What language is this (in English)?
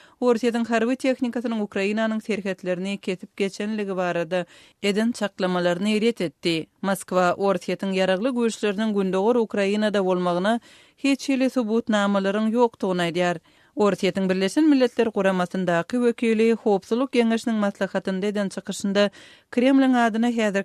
Turkmen